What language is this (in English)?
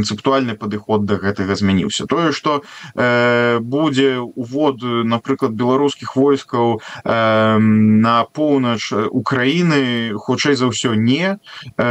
Belarusian